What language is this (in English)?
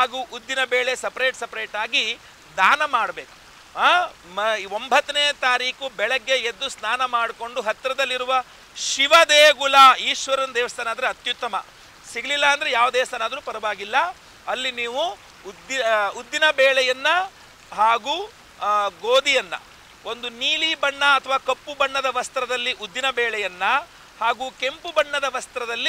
Kannada